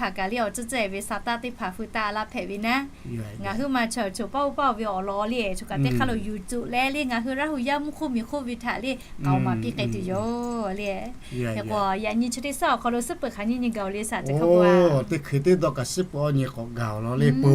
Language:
Lahu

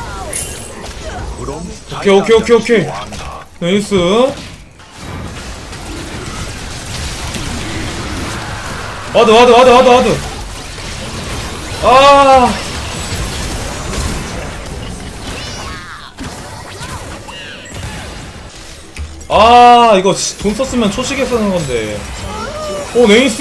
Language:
Korean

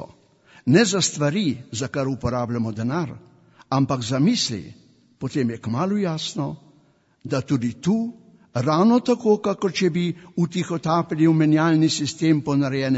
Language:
Slovenian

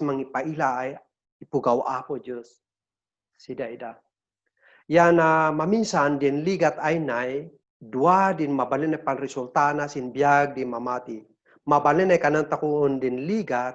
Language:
Kankanaey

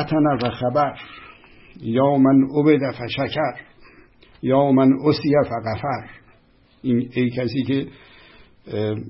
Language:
Persian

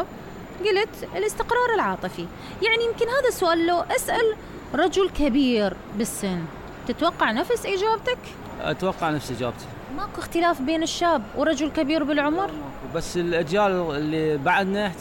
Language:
Mesopotamian Arabic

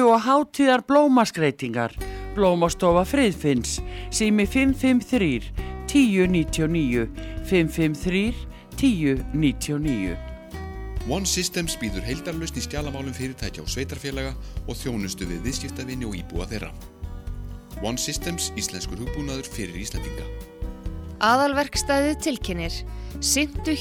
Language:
Icelandic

